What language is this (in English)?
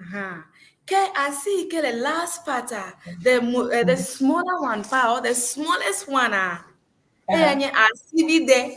Ewe